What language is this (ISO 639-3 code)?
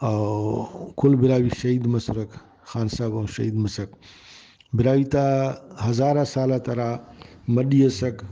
brh